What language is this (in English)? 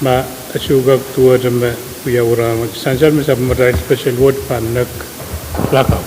Pohnpeian